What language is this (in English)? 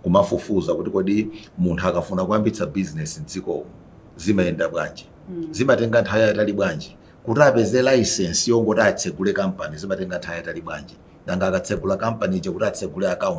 Nyanja